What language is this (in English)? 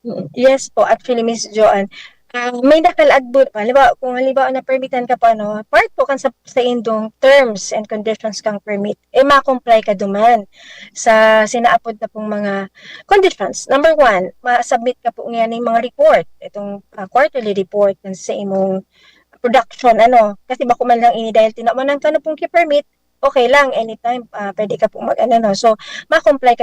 Bikol